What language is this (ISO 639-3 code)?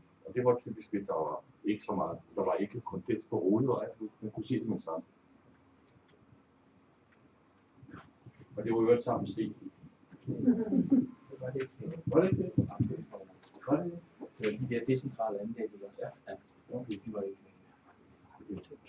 dan